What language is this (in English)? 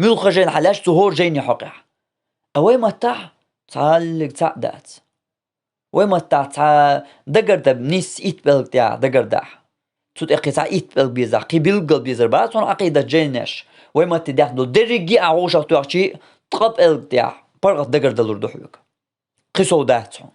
Chechen